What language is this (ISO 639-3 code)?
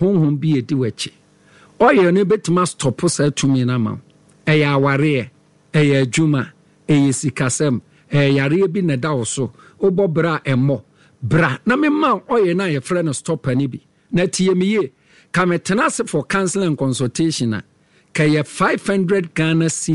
aka